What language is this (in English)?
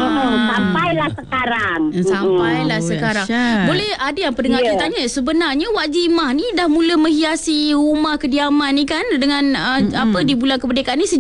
Malay